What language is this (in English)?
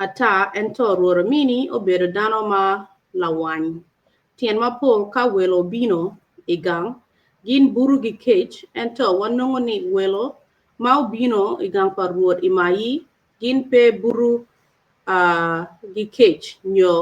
Acoli